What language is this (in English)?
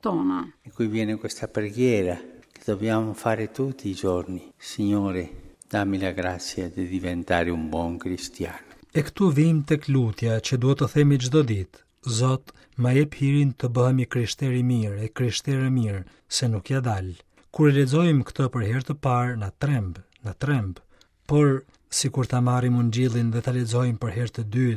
Albanian